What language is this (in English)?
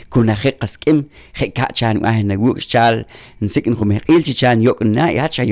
Poqomchi'